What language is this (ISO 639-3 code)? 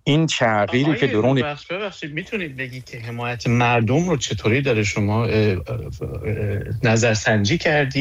fas